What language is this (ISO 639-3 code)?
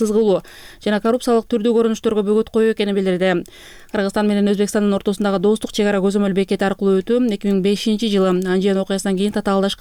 kir